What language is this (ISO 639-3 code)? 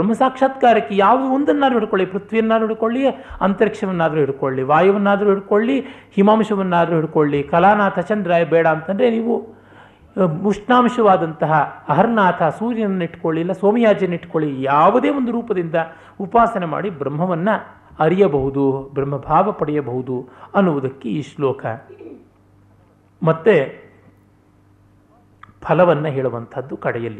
kan